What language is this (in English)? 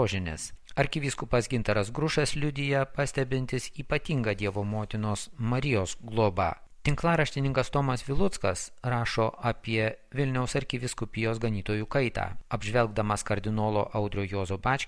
Lithuanian